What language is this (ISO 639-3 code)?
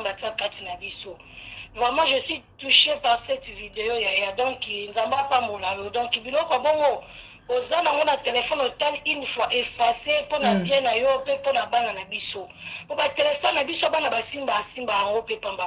lin